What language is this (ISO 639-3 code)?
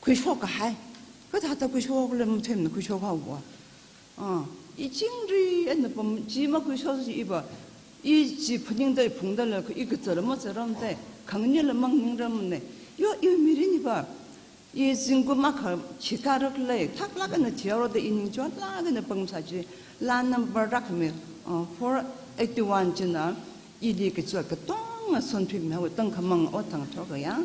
nmf